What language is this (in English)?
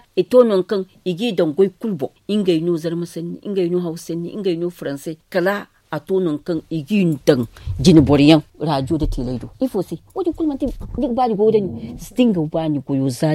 Zarma